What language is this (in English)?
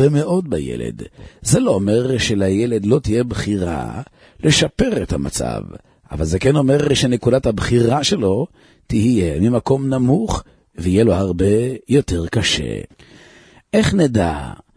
Hebrew